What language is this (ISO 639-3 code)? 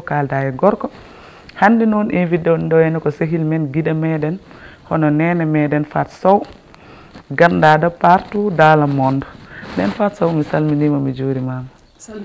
ful